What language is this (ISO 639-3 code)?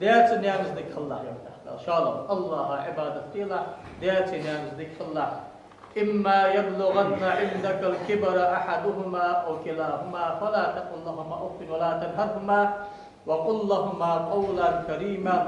inh